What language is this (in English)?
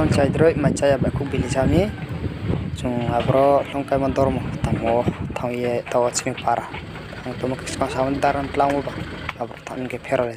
Riang (India)